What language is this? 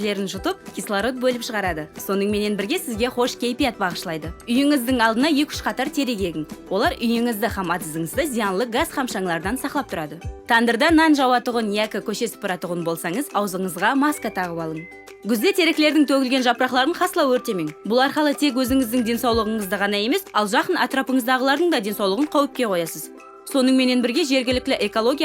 Kara-Kalpak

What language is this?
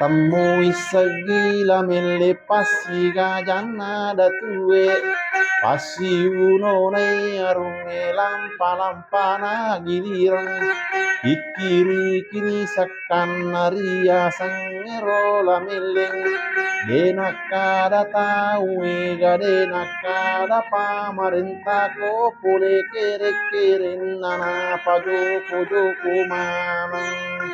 Buginese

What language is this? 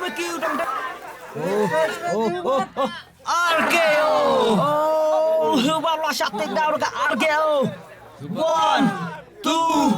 Khasi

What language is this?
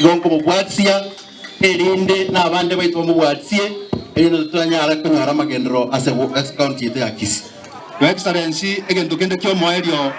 Gusii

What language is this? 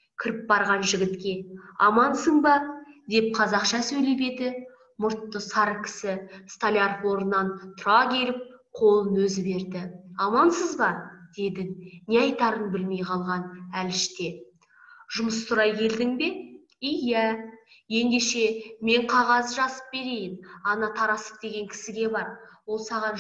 Kazakh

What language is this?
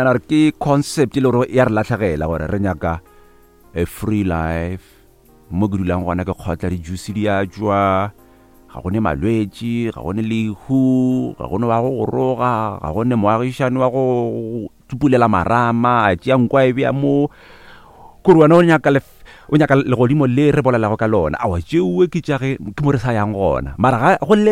Northern Sotho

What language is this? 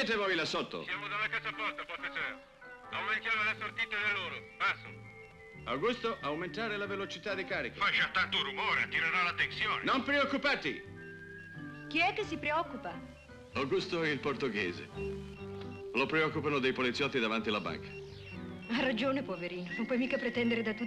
Italian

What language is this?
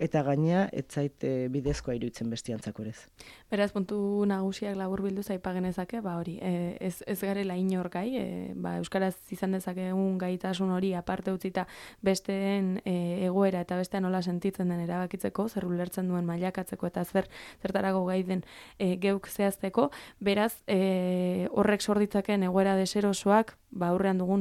Basque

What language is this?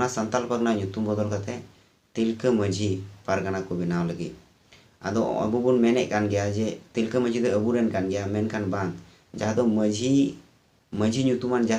Santali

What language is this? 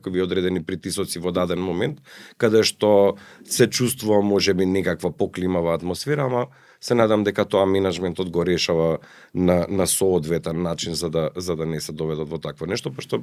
Macedonian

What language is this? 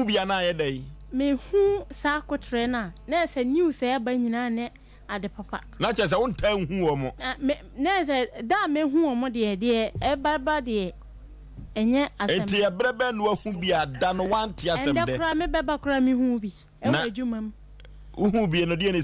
Akan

